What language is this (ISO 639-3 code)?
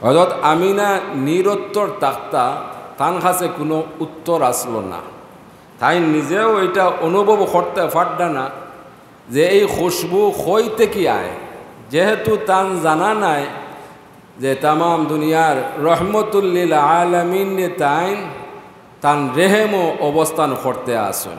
syl